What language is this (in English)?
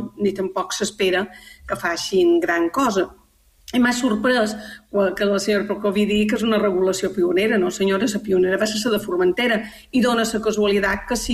Catalan